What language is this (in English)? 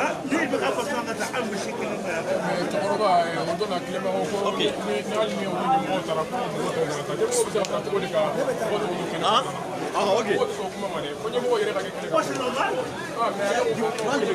Bambara